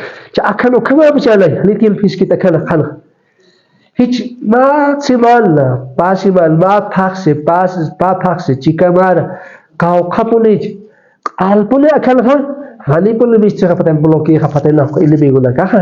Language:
Aymara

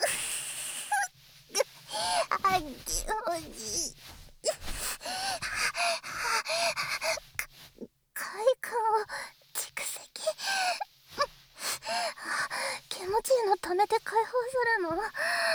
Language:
Japanese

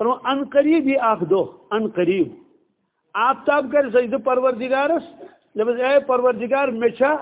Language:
Kashmiri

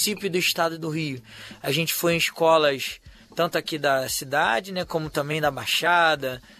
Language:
Portuguese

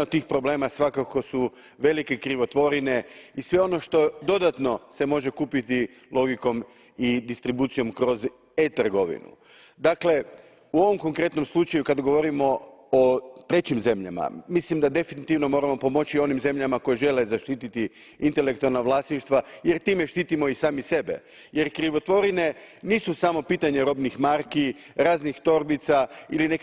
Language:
Croatian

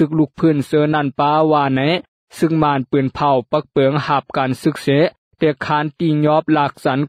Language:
Lao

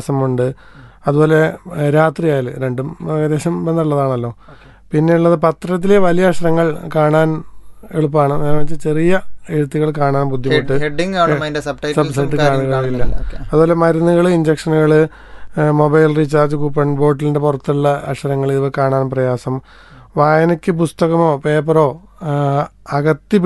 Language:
Malayalam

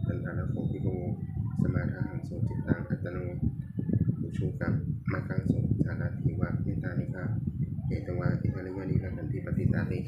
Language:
Pali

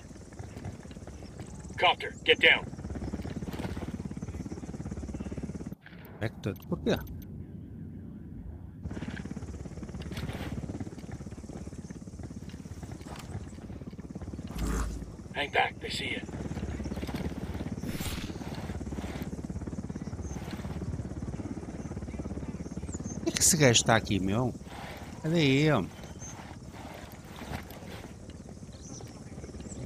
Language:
Portuguese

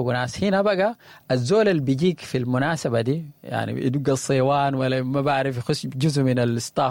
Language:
Sudanese Arabic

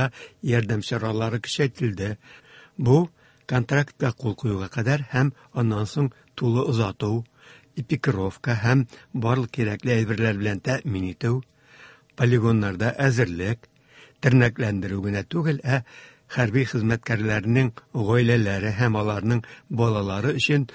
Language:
Tatar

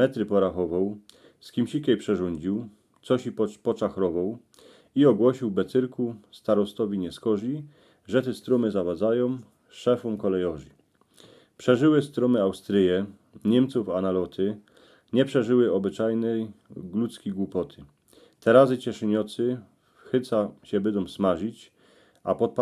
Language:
Silesian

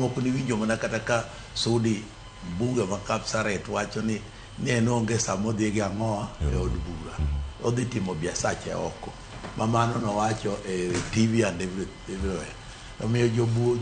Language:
Luo (Kenya and Tanzania)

